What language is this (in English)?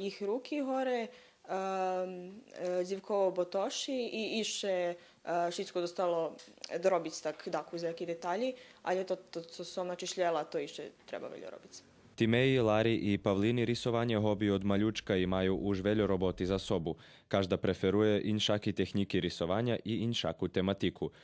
Rusyn